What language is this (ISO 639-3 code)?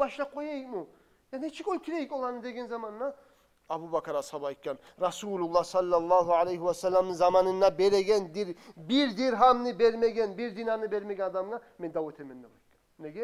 kum